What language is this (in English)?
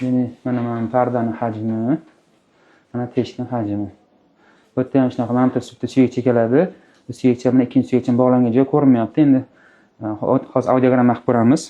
Uzbek